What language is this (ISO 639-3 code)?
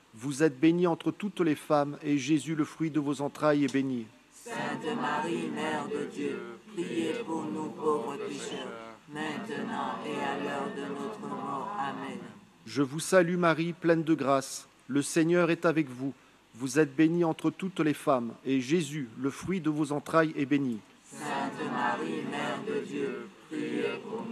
fra